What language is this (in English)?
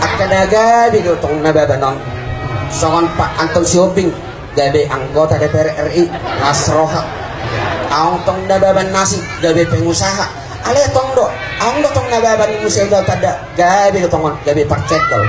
Batak Toba